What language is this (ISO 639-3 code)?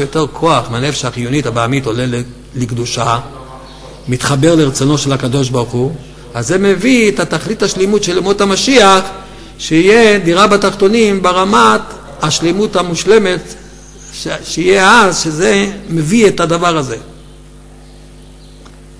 heb